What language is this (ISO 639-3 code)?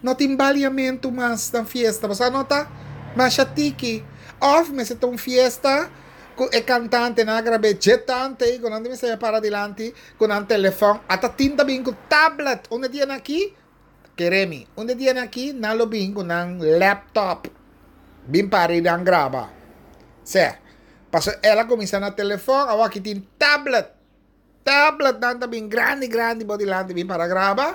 pap